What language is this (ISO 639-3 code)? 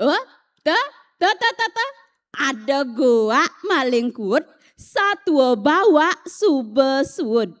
ban